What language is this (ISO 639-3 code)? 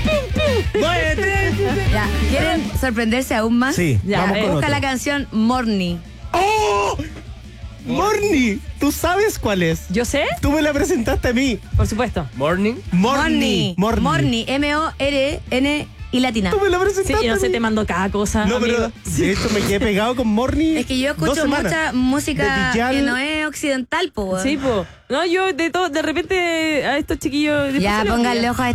spa